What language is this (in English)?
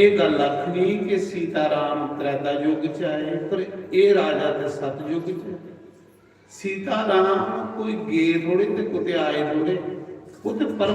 Dogri